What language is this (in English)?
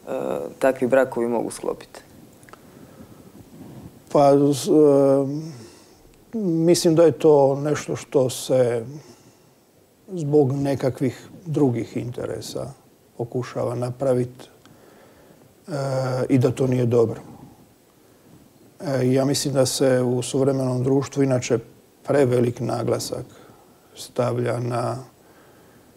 Croatian